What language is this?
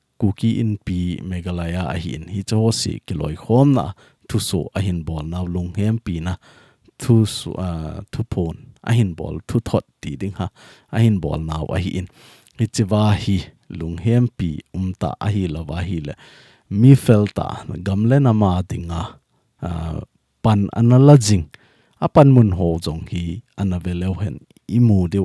Thado Chin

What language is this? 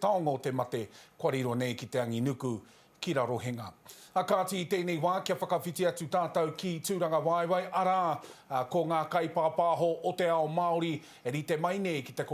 Māori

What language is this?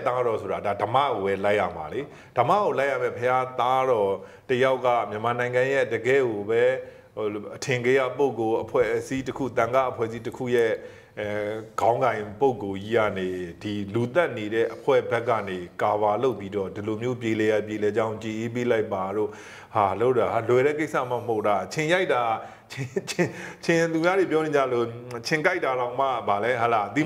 Burmese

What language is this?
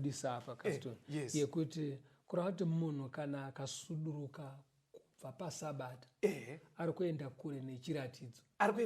Shona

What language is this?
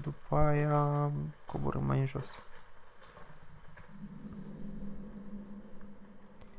Romanian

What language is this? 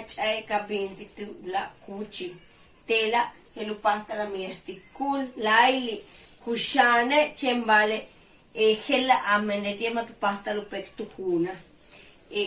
Yucateco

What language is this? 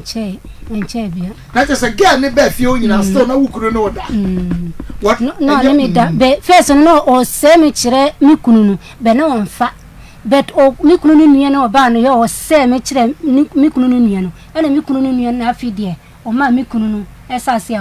Akan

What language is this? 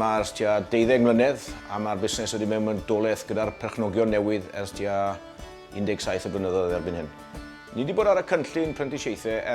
Welsh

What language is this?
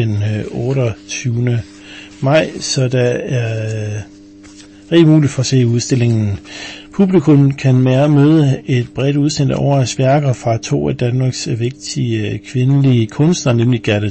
Danish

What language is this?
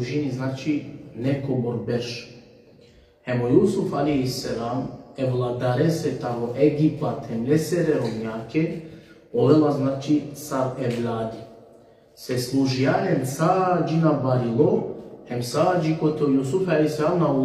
Balkan Romani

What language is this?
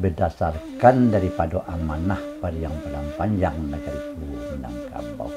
Minangkabau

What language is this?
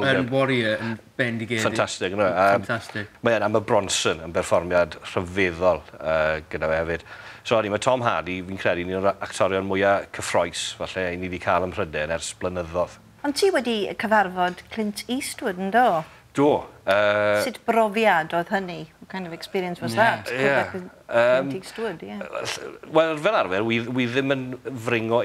Welsh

